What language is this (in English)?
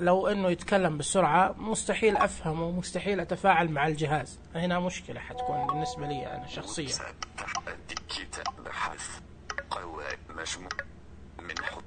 Najdi Arabic